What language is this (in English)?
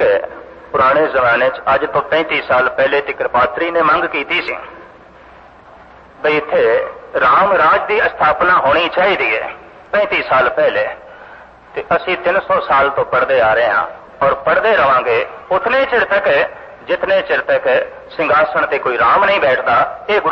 Punjabi